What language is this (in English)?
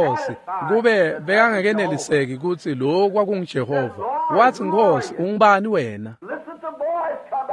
Swati